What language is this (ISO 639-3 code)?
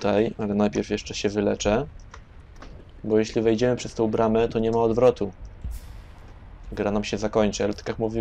pol